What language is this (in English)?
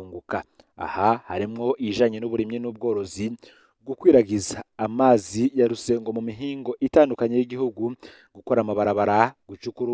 Rundi